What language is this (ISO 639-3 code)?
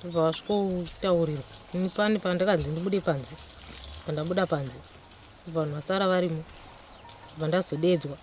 sna